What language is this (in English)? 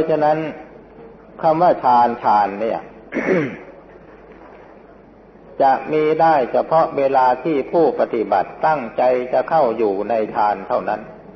Thai